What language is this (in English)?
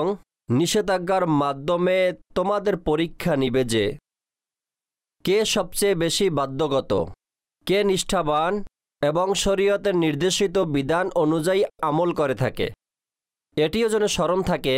Bangla